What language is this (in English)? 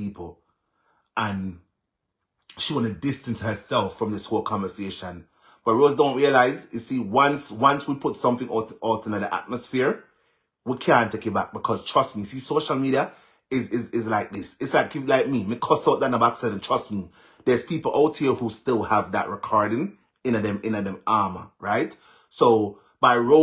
Jamaican Creole English